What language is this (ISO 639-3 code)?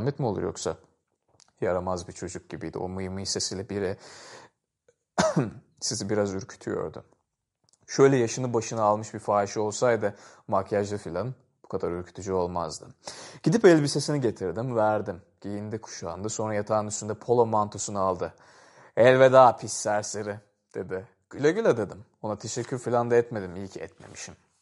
tur